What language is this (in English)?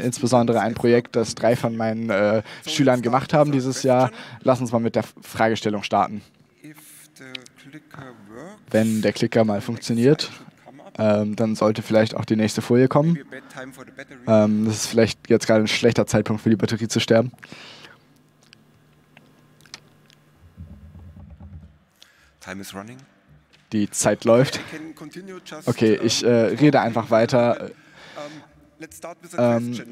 German